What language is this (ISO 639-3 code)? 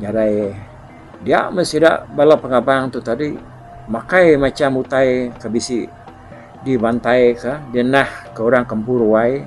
iba